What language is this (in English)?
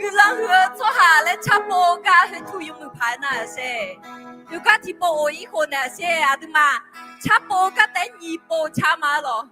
Akha